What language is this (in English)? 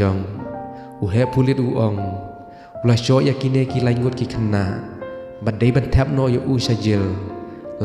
Khasi